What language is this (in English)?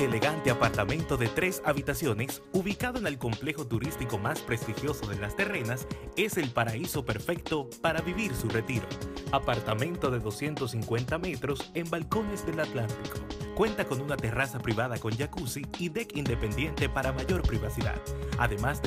Spanish